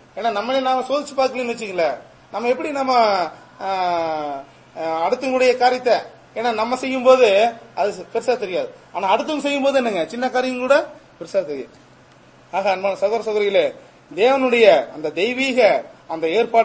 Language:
Tamil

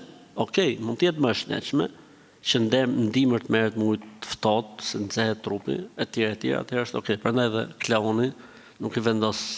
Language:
Albanian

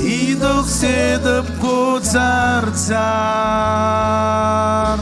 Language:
Marshallese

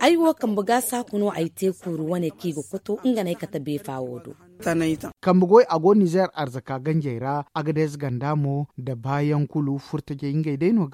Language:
Zarma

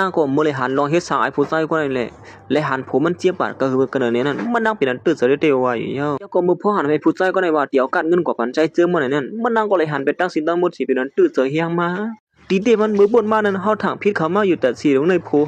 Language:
Shan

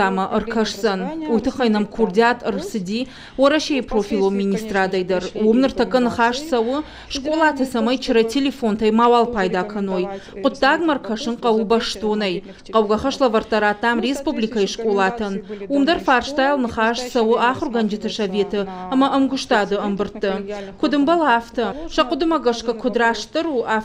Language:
Ossetic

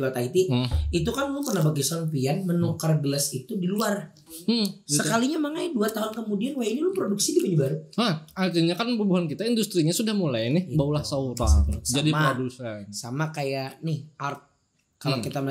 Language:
Banjar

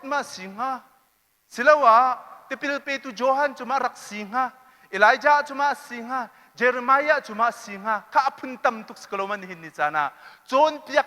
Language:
Hakha Chin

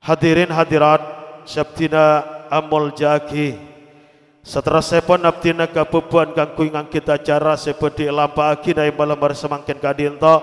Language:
Madurese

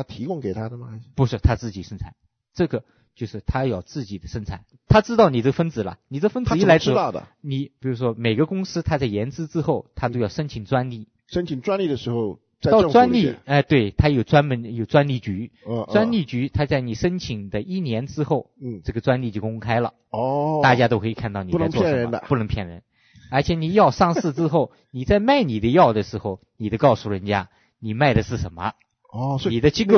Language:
Chinese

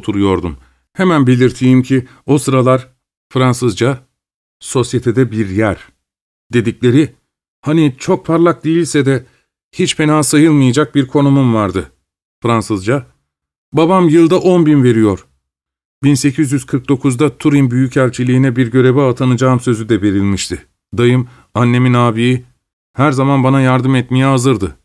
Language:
Turkish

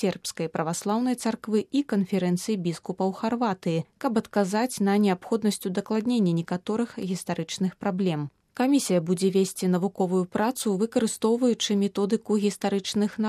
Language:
Belarusian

